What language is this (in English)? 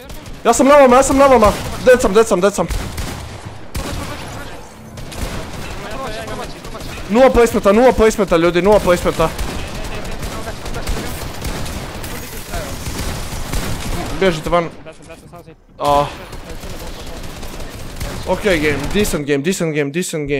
Croatian